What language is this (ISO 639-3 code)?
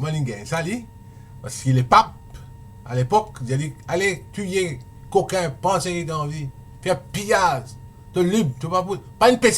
mfe